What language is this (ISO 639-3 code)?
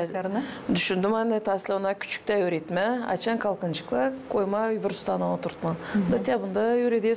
gag